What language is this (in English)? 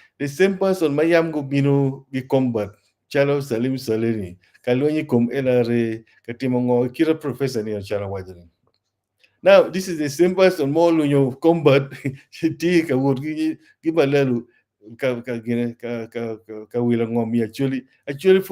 Acoli